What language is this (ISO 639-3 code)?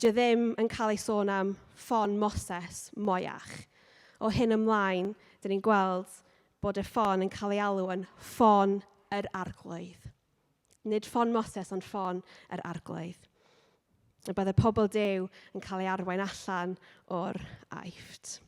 cym